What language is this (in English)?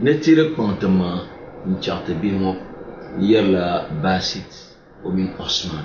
Dagbani